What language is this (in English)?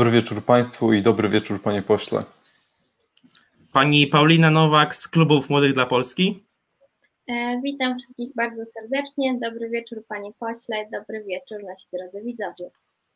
Polish